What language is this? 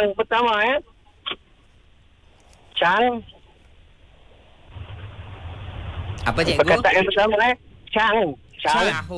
Malay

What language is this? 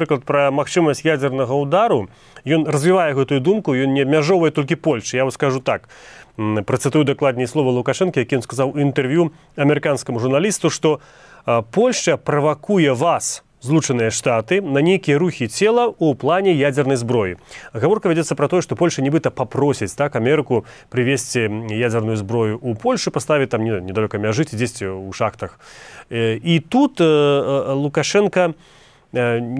Belarusian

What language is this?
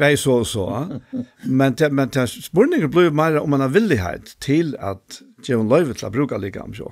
Faroese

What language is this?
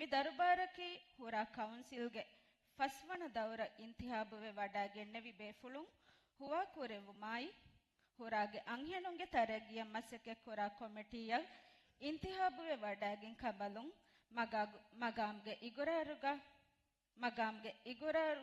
Divehi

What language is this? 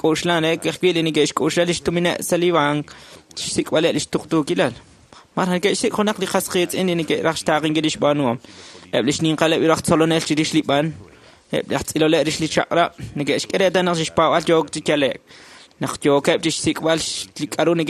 Kekchí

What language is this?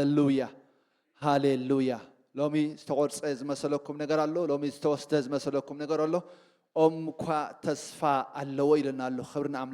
Tigrinya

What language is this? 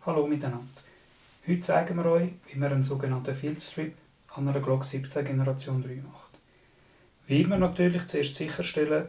Swiss German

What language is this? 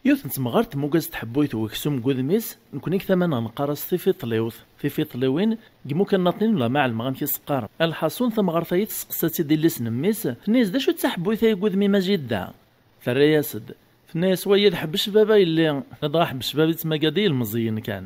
Kabyle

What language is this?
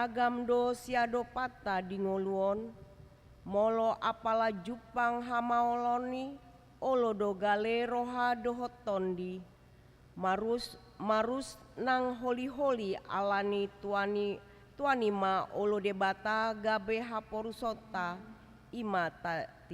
Batak Toba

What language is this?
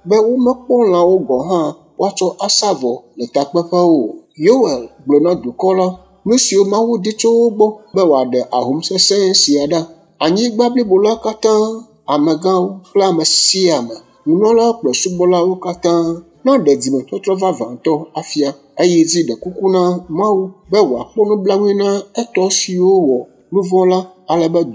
Ewe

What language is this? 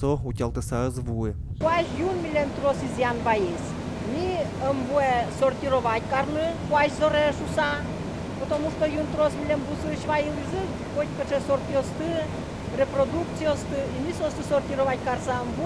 Udmurt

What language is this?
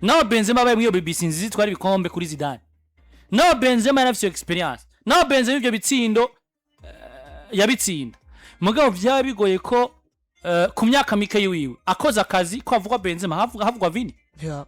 Rundi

